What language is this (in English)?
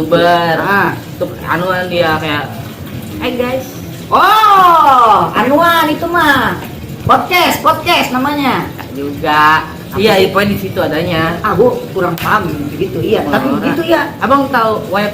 Betawi